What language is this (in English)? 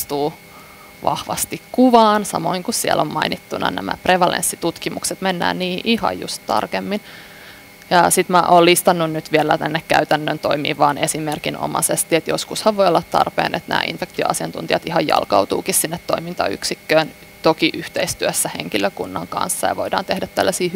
Finnish